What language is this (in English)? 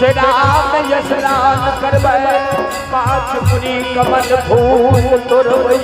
Maithili